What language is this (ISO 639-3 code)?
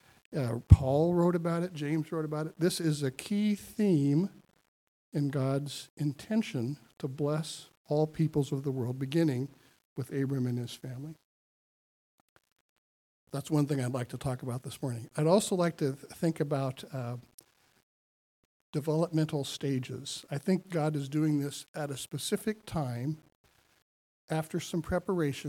eng